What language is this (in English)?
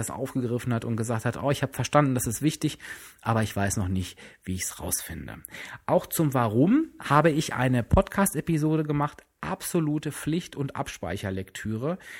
German